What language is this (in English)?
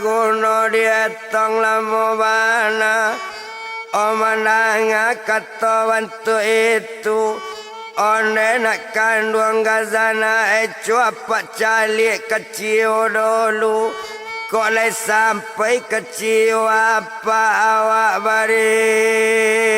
Minangkabau